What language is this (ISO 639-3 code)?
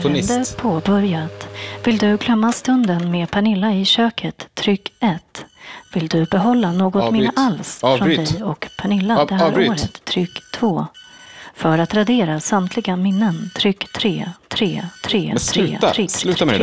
swe